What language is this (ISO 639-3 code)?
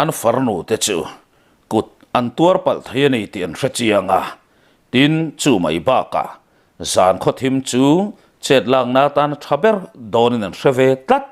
lus